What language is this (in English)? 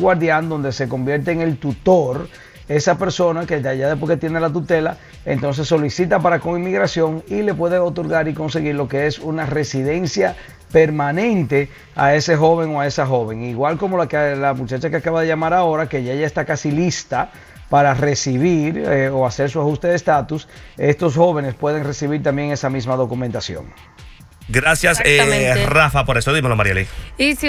Spanish